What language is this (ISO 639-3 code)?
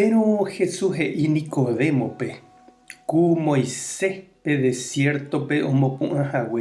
grn